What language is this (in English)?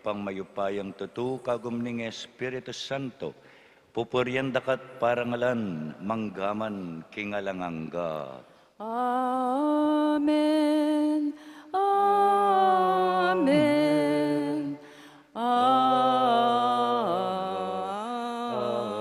Pampanga